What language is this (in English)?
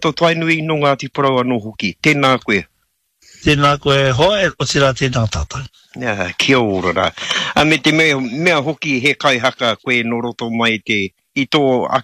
Māori